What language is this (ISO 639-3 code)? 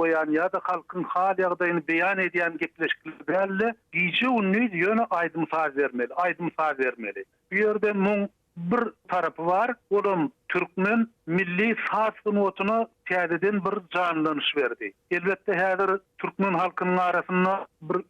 tuk